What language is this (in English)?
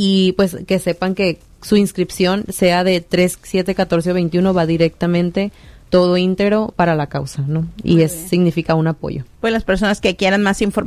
Spanish